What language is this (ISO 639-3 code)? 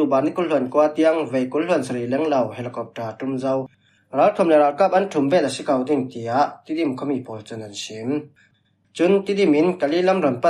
cfm